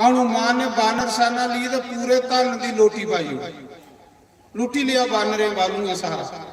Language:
Dogri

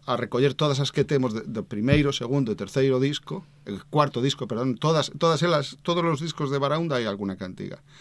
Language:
Galician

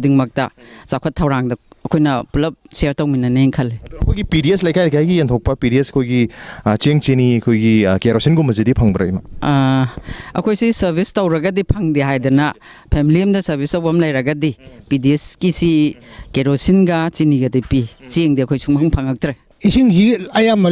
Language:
Manipuri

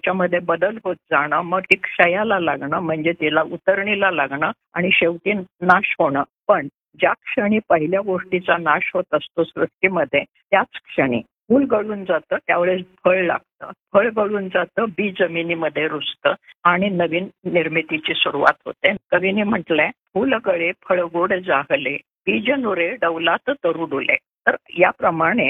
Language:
Marathi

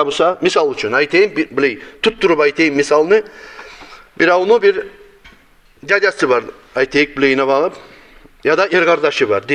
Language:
Kumyk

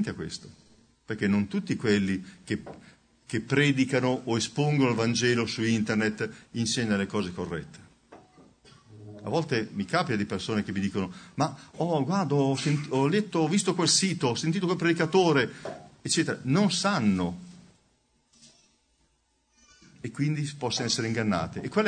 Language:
Italian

